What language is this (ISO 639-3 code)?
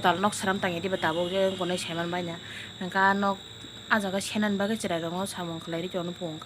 trp